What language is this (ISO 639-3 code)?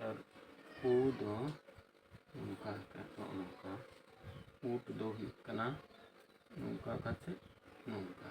sat